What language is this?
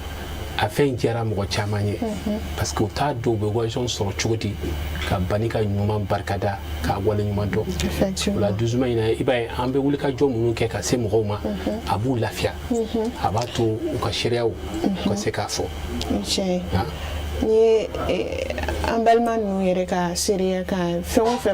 Bambara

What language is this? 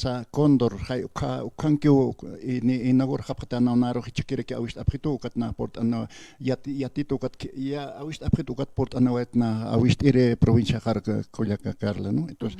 Aymara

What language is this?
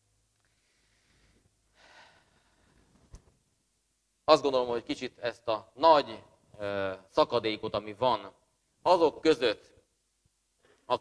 Hungarian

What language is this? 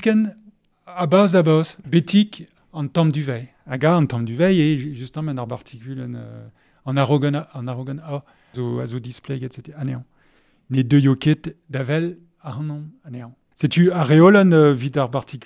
Breton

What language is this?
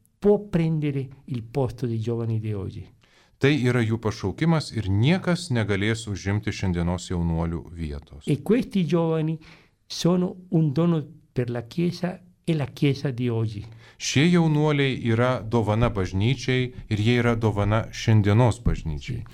Lithuanian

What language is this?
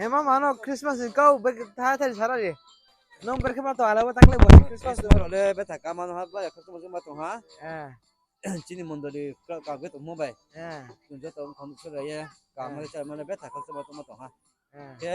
Riang (India)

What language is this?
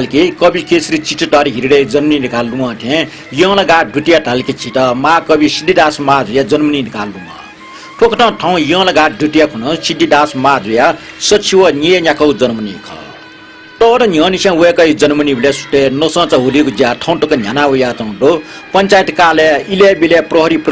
Newari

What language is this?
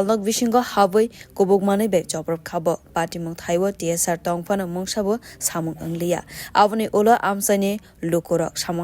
Kok Borok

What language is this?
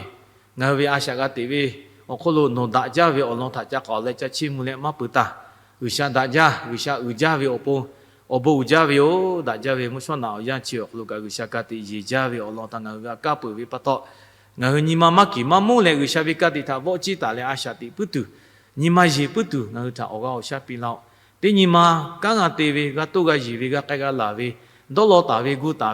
Lahu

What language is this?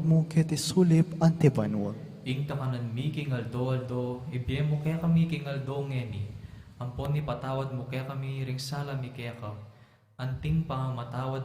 Pampanga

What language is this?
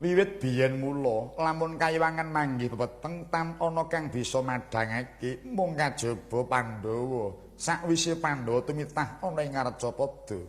Javanese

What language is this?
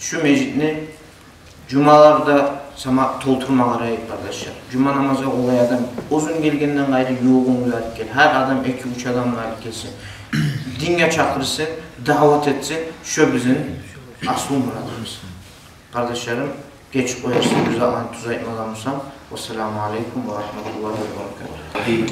Kumyk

